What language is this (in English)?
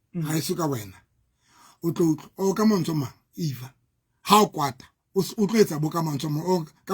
Southern Sotho